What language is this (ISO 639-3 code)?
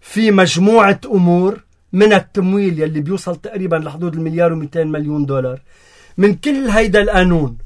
apc